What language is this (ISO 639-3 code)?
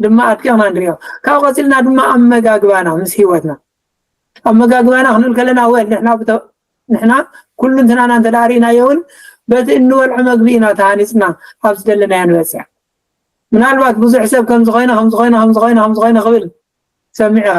tir